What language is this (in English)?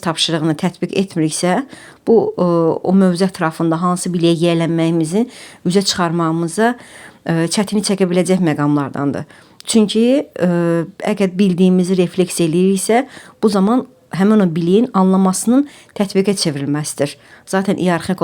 Azerbaijani